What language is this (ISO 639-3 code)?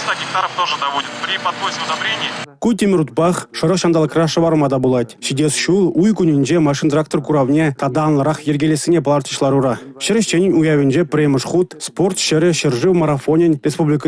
chv